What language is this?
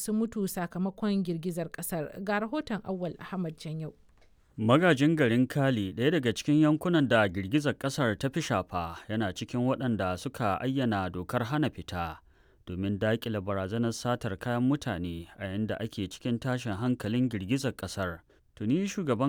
Hausa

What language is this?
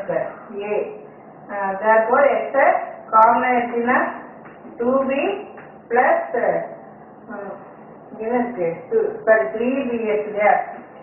Tamil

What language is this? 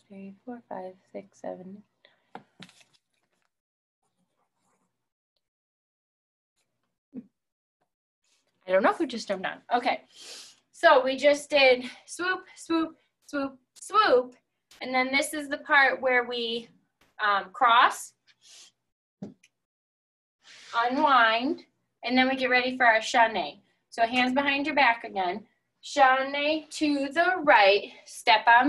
English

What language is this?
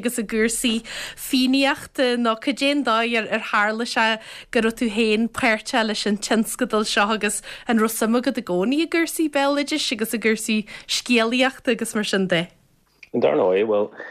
Irish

